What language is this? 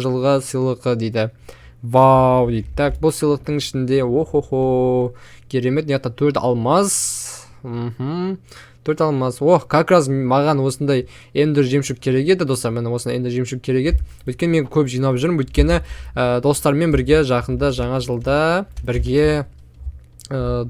Kazakh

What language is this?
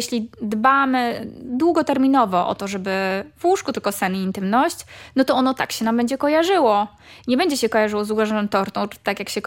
Polish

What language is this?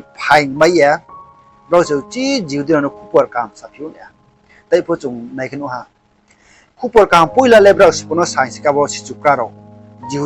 Riang (India)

